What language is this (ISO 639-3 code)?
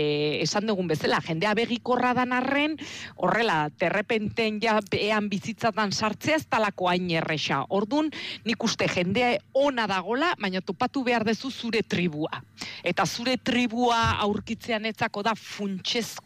eus